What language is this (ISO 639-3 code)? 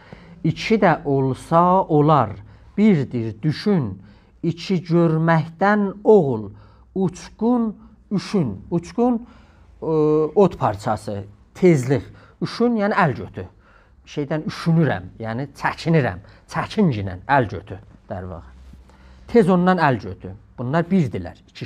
azb